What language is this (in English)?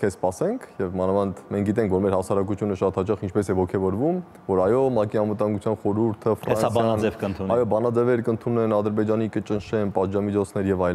Armenian